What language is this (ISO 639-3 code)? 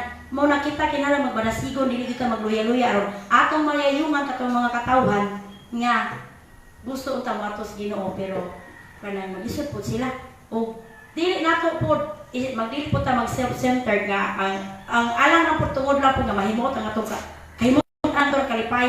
ceb